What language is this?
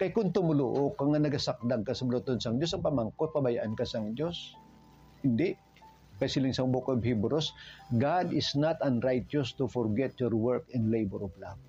Hiligaynon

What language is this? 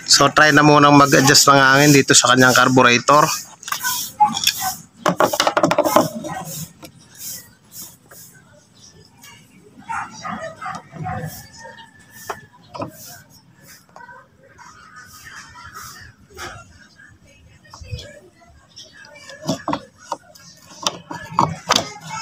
Filipino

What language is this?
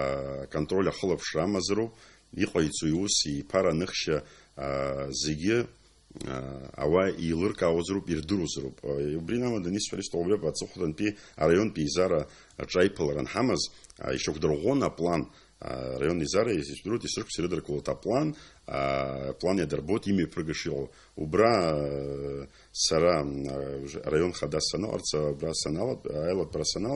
Abkhazian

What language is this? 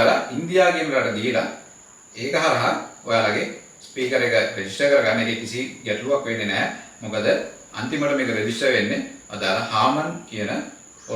Sinhala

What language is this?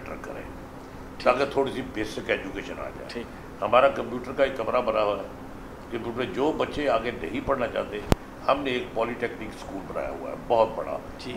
Urdu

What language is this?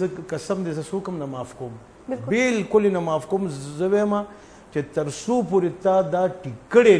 Pashto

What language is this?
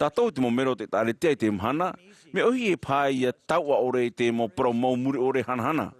Tahitian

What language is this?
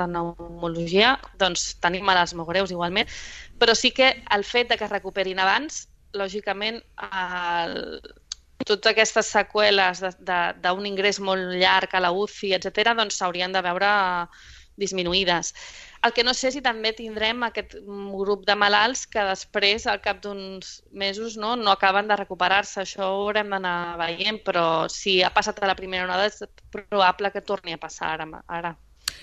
Catalan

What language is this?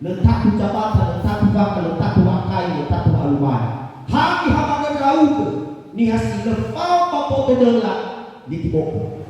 Nias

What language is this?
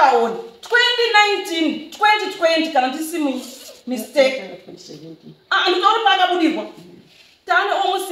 Shona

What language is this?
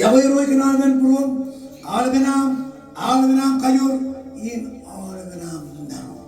Marshallese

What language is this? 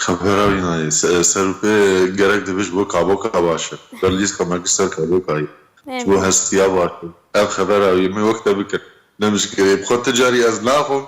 Kurdish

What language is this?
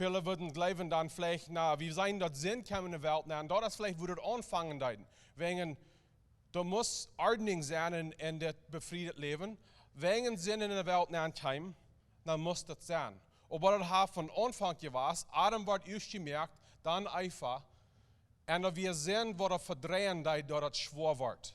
Plautdietsch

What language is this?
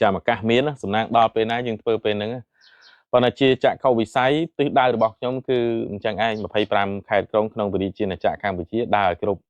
Khmer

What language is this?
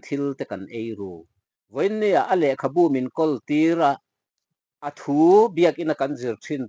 Mizo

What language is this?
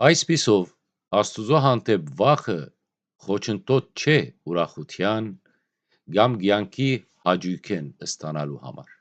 Western Armenian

